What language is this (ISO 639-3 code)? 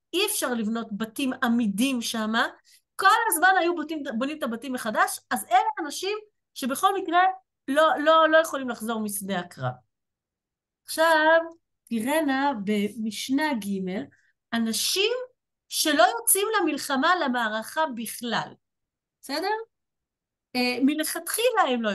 heb